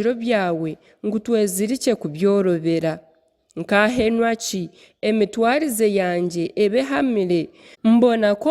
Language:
Nyankole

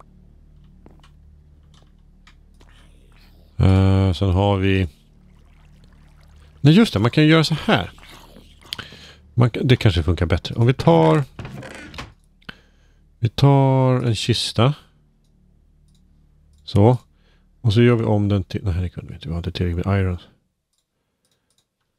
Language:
Swedish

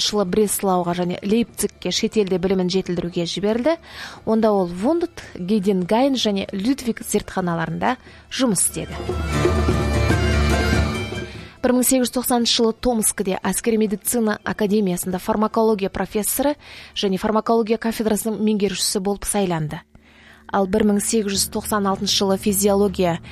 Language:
Kazakh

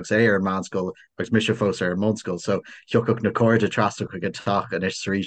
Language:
Irish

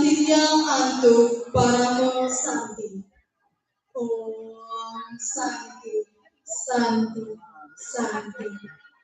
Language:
Balinese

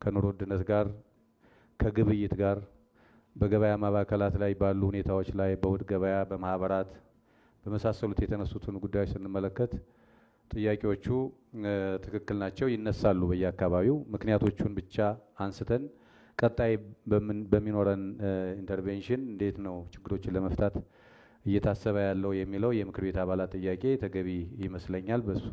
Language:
Amharic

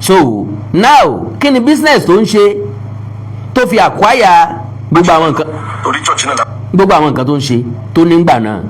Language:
Yoruba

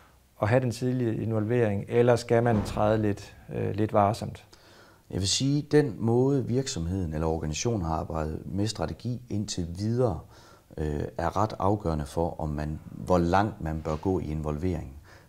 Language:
Danish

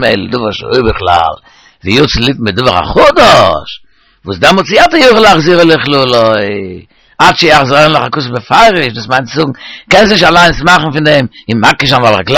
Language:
Yiddish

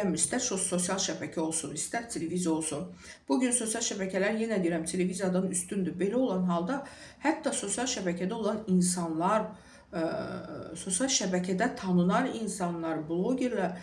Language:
Azerbaijani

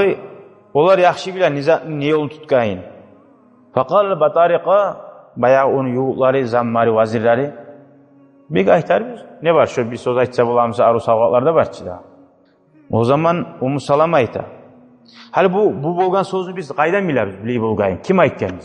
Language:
Kumyk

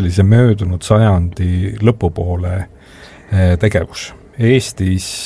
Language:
Estonian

